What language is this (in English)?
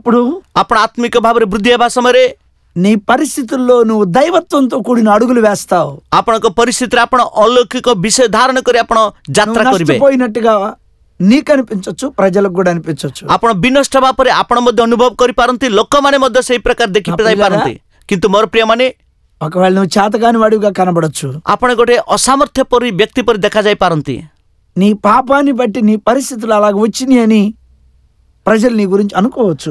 Odia